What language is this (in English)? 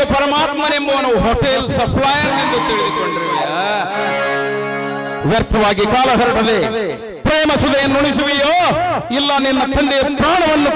Kannada